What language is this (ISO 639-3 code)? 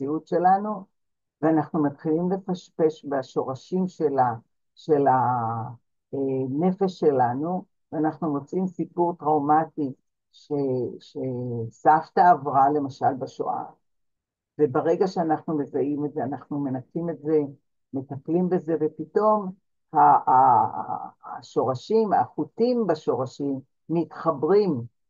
heb